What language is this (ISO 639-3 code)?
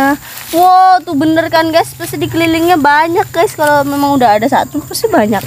ind